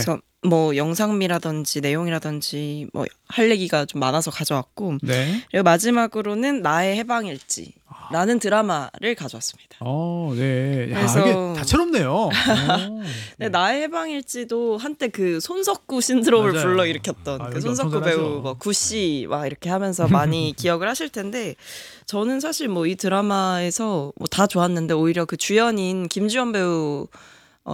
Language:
Korean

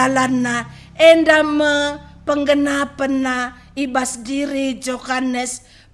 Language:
Batak Karo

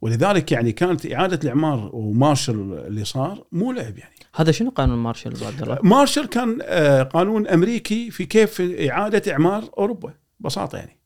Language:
Gulf Arabic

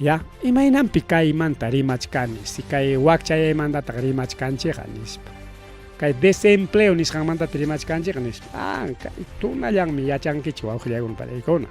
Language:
Ayacucho Quechua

